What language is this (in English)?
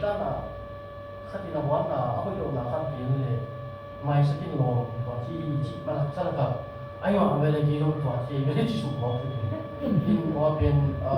Tedim Chin